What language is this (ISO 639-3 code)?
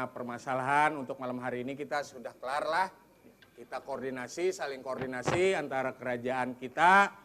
bjn